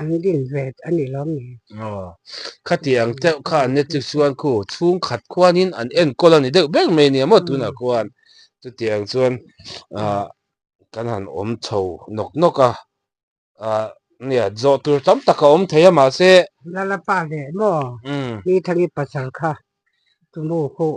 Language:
Mizo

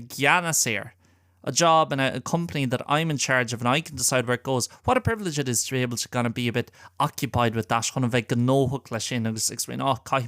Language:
Irish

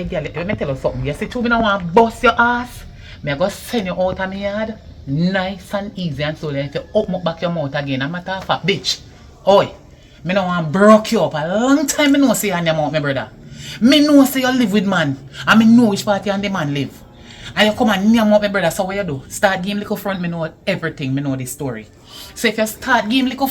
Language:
Jamaican Creole English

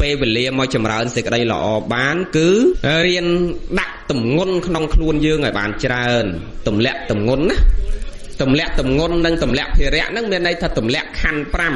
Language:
Khmer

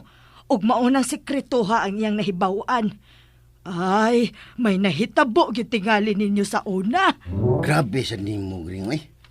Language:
Cebuano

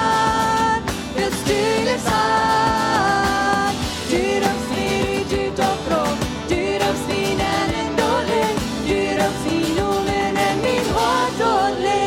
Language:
Plautdietsch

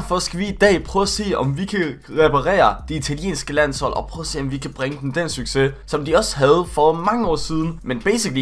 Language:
Danish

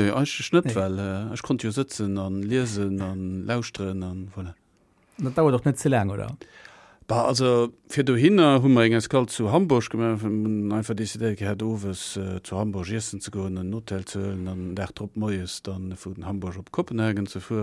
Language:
Luxembourgish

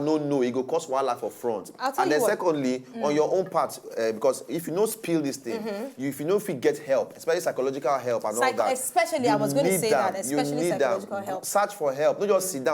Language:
Nigerian Pidgin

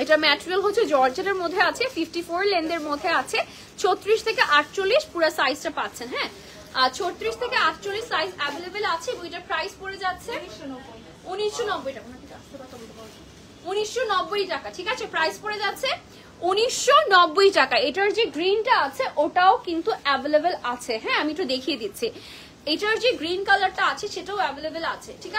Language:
Bangla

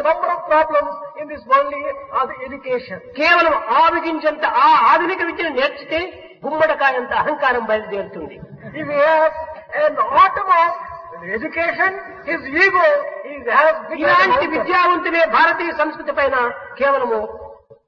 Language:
Telugu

